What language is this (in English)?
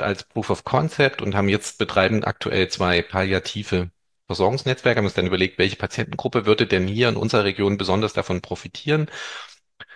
German